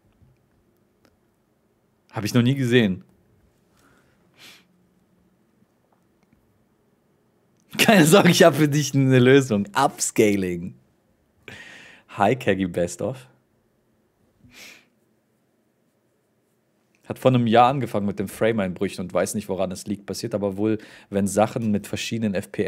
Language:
German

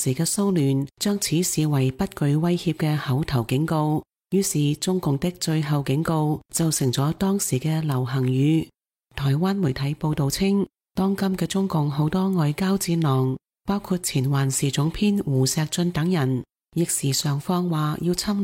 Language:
Cantonese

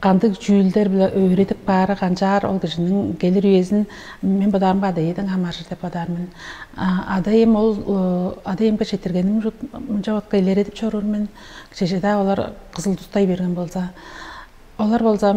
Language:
Tuvinian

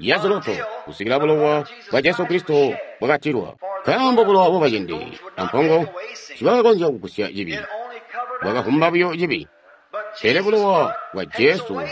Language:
Tonga (Zambia)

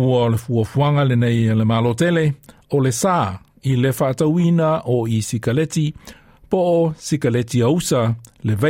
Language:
Samoan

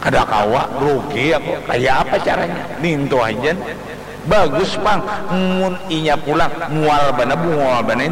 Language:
Banjar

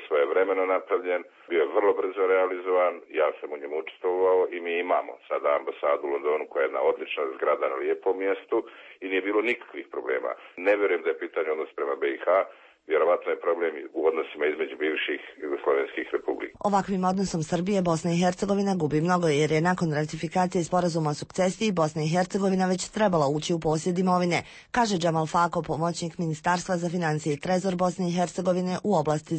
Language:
Serbian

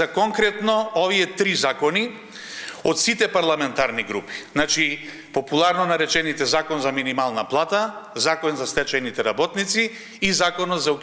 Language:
Macedonian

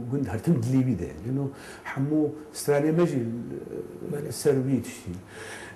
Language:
Kurdish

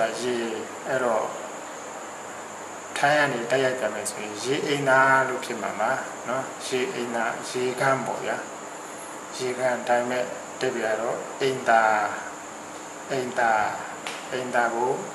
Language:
Burmese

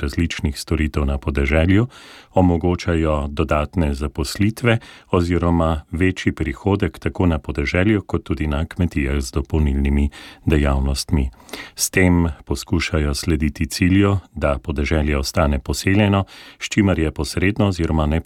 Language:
Slovenian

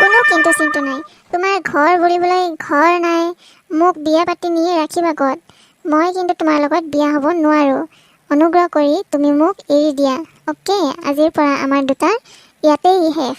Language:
Assamese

